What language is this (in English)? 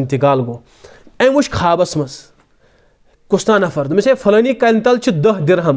Kashmiri